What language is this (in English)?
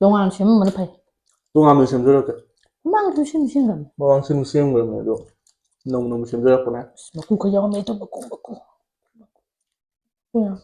Manipuri